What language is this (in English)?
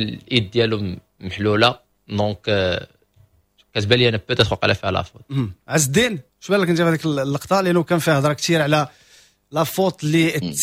Moroccan Arabic